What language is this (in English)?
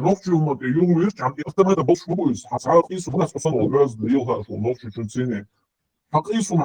Chechen